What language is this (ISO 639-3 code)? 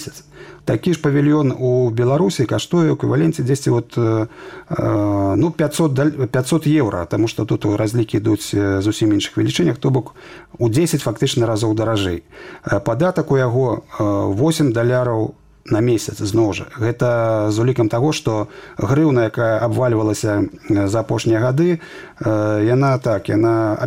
bel